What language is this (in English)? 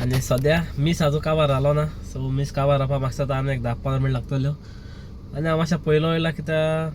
Konkani